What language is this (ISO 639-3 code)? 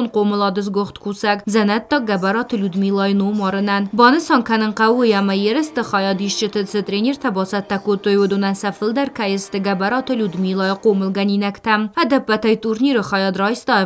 oss